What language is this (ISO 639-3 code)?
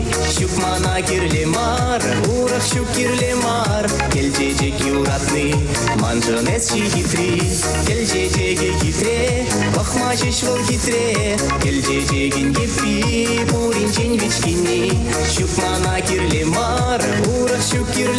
chv